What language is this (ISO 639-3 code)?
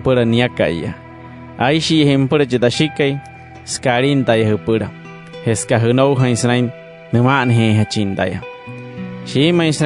guc